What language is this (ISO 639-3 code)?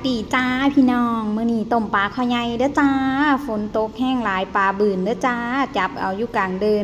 tts